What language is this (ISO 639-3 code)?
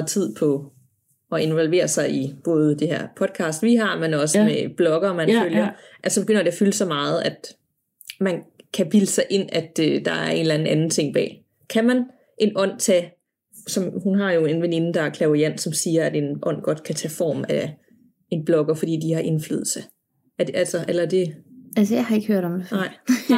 dan